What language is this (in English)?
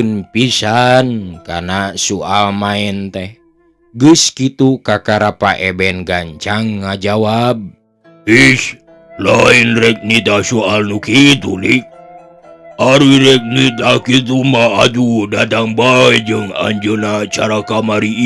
Sundanese